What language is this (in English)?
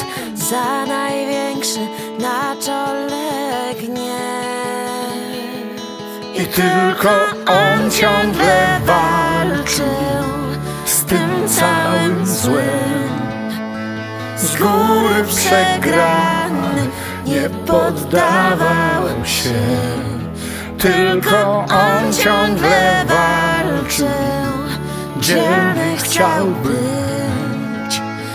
Polish